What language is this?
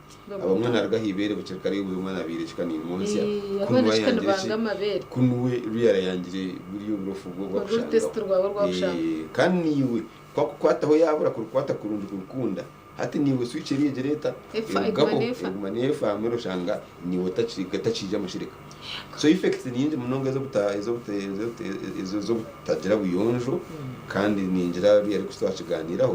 Nyankole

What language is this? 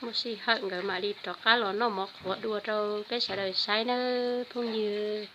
Hmong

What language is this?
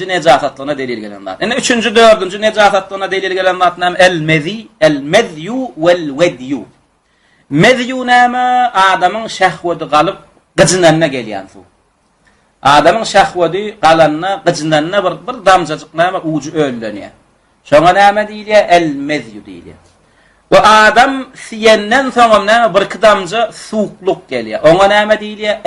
Turkmen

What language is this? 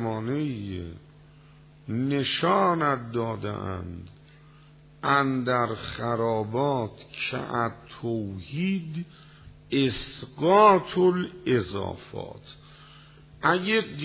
Persian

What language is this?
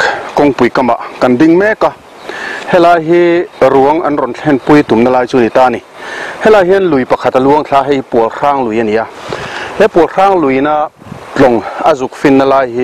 Mizo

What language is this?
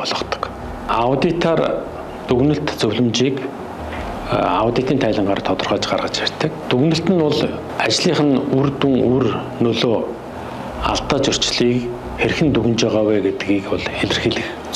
Mongolian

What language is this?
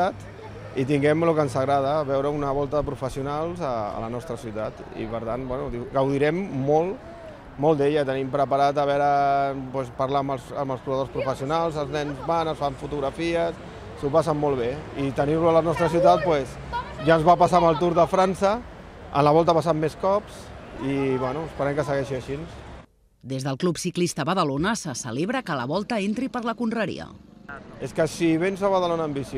Catalan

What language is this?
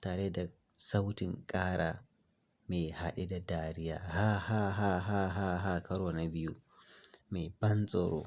Hausa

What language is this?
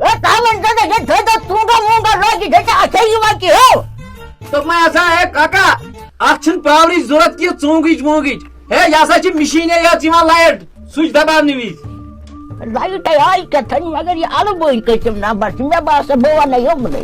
Kashmiri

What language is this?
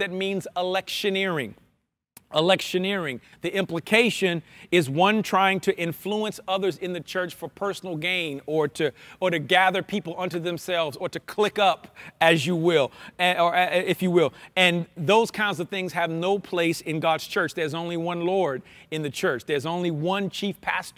English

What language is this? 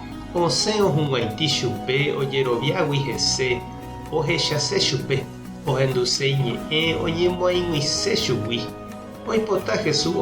Guarani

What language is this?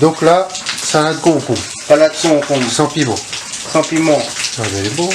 Réunion Creole French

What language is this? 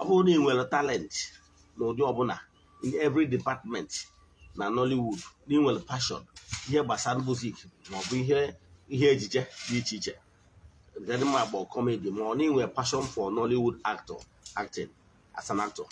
Igbo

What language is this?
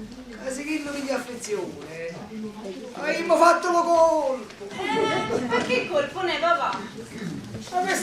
Neapolitan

